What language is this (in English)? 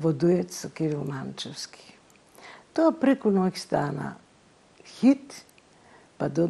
Macedonian